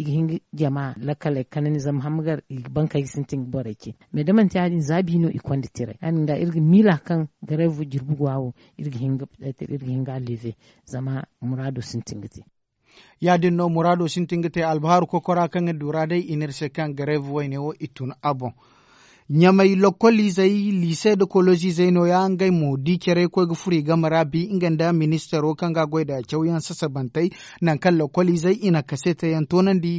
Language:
Zarma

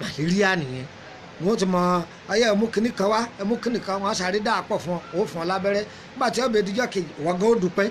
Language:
Yoruba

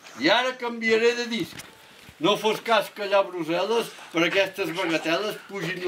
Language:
Catalan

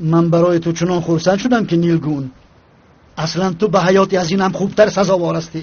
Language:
Tajik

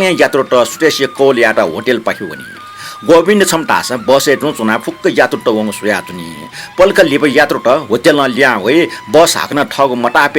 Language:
Newari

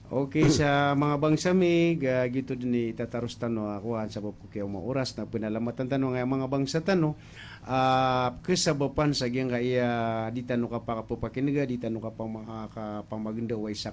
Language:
Maranao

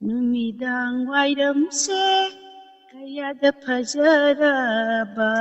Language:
Manipuri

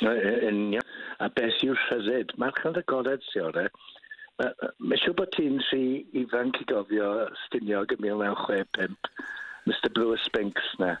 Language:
Welsh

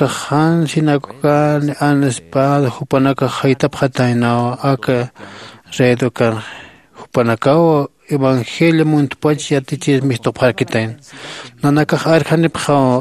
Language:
Aymara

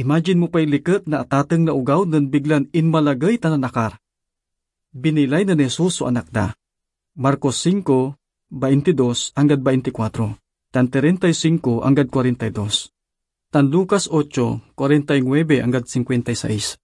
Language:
Pangasinan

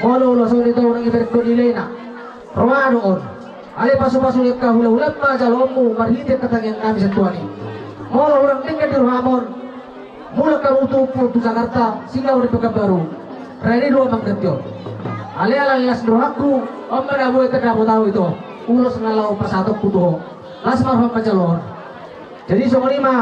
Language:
Batak Toba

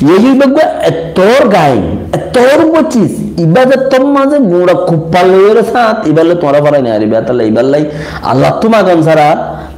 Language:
Rohingya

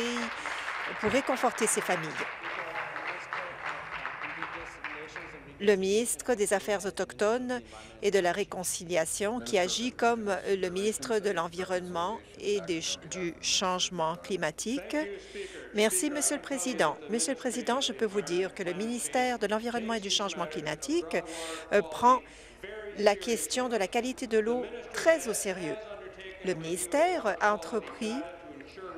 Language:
French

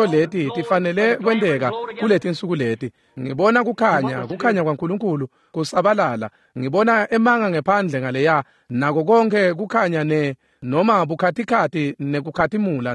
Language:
Swati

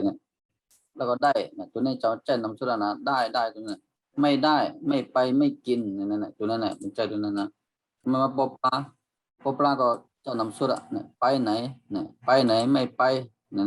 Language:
Shan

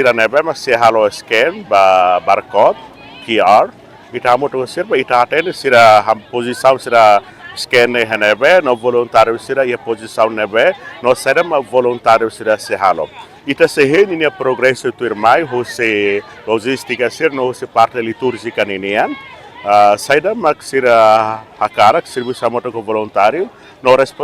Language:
Tetum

